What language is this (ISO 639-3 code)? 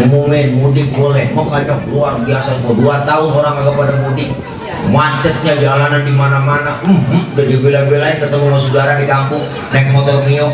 bew